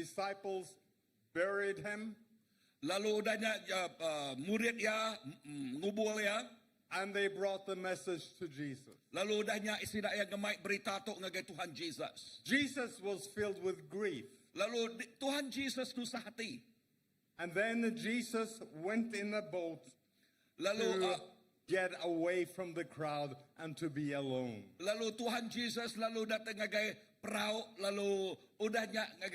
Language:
Iban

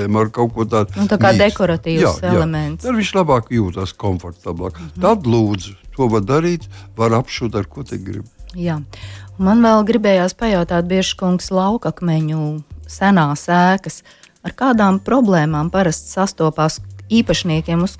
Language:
Latvian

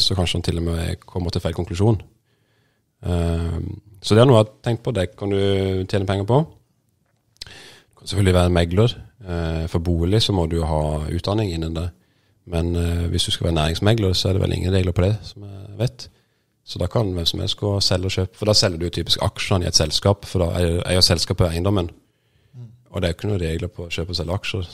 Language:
Norwegian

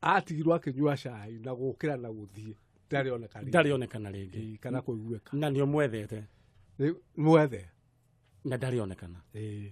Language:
Kikuyu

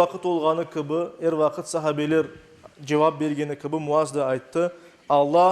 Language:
Crimean Tatar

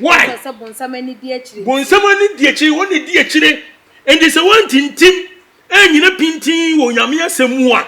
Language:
Akan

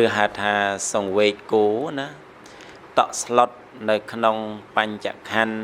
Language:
Khmer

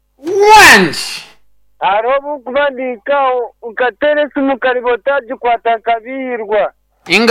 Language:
Nyankole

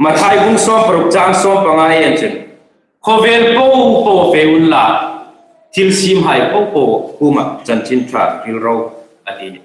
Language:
Hmar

